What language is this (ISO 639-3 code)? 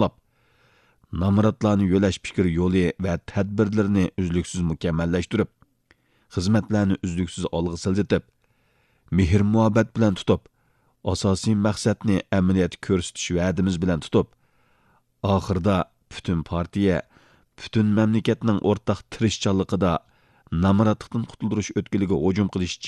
uig